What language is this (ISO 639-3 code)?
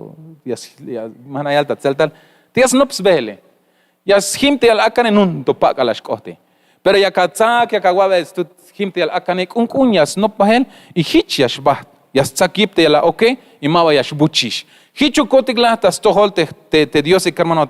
tzh